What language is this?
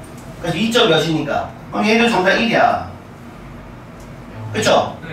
Korean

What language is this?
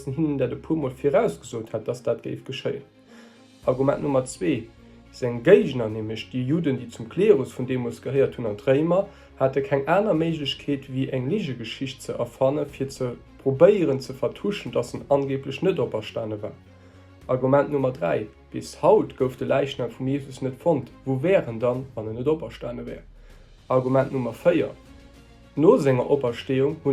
Luxembourgish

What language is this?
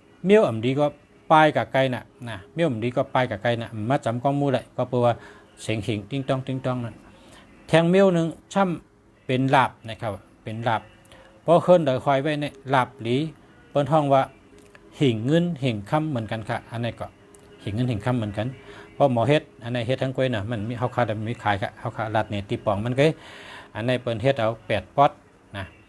Shan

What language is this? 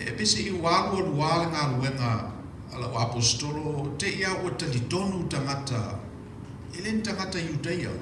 Samoan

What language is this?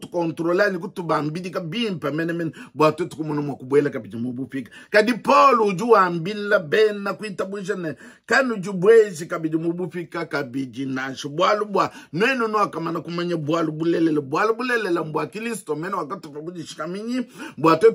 Luba-Lulua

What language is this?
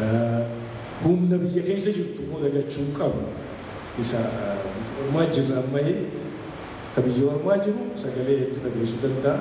Oromo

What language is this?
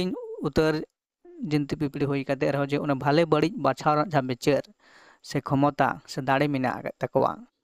Santali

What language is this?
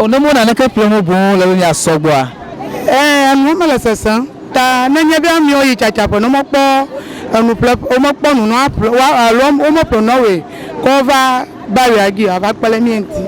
Ewe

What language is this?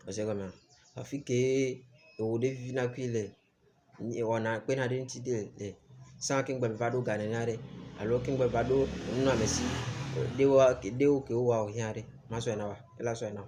Ewe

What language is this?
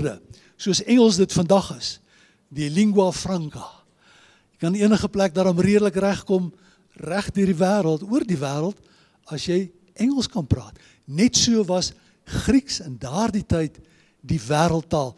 Afrikaans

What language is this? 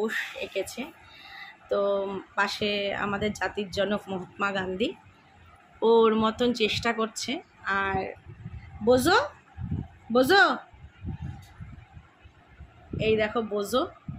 Bangla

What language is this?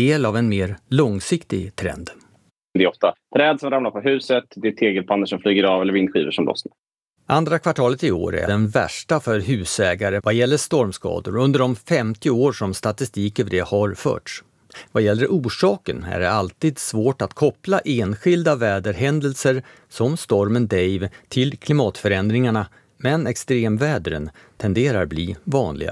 Swedish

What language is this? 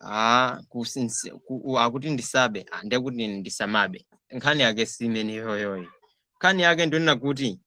Nyanja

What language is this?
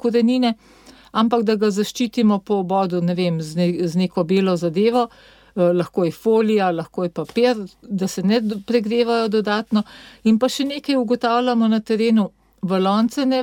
Slovenian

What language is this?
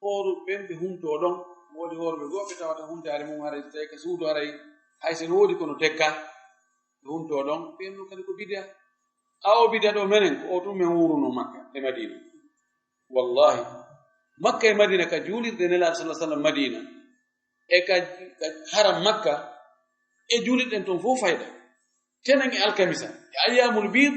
Fula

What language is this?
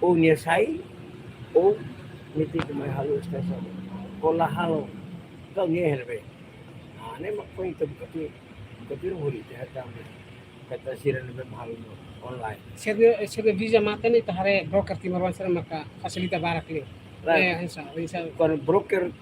Tetum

